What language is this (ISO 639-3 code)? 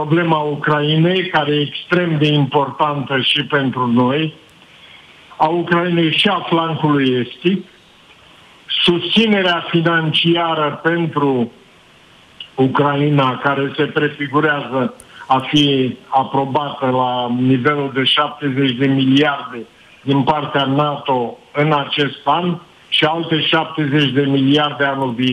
ron